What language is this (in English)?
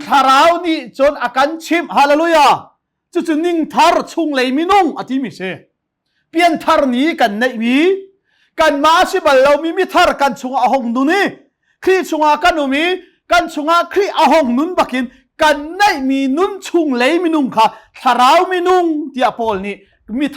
Hakha Chin